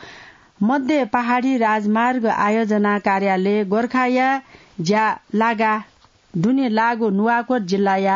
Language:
Newari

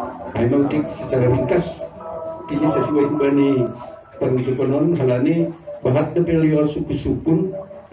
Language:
Batak Simalungun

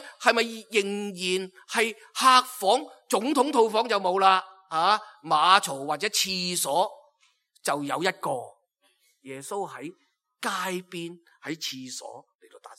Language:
Cantonese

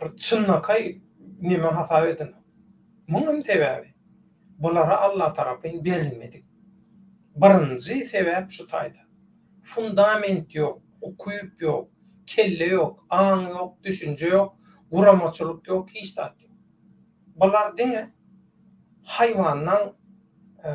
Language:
Turkmen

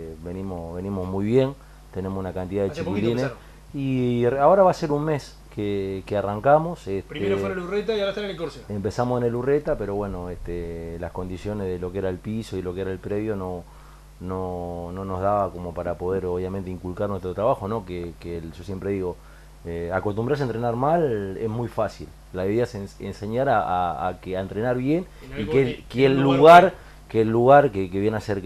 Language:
Spanish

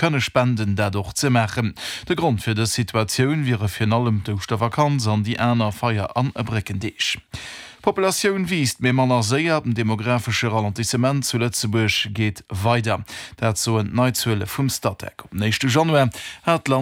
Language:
Luxembourgish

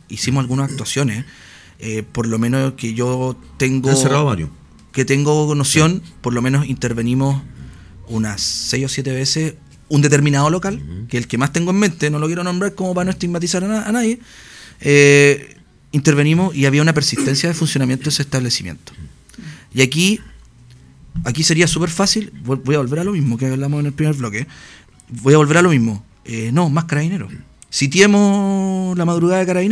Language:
Spanish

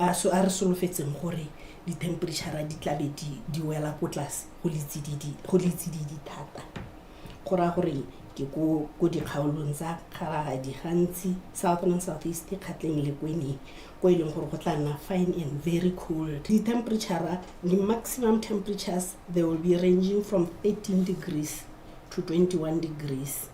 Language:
Tswana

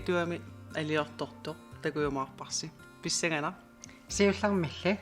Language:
Kalaallisut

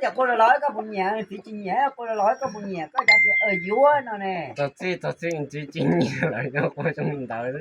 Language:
Hmong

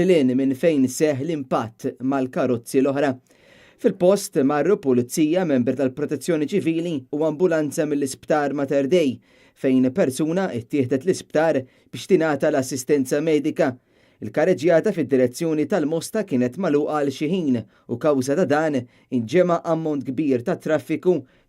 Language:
Maltese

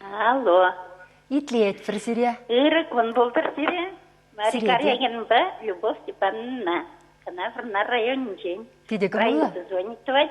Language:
Chuvash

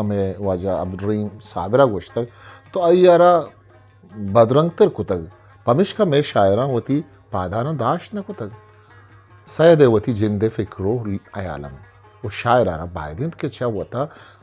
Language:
Eastern Balochi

